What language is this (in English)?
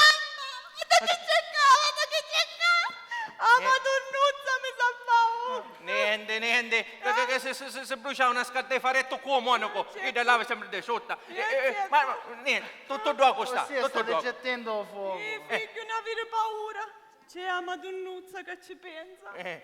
Sicilian